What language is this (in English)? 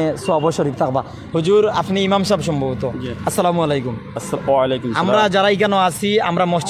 Sylheti